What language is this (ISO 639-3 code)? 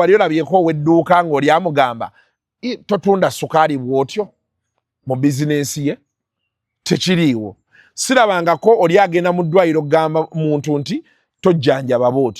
lug